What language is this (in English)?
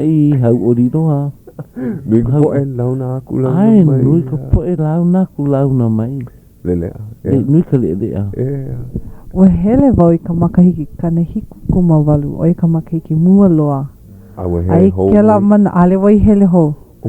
Hawaiian